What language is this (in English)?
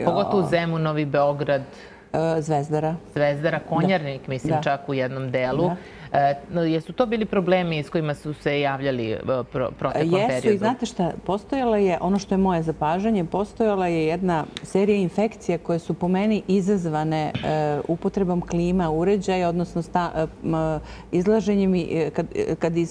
Serbian